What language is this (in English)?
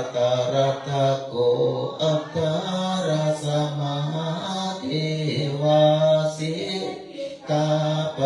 Pali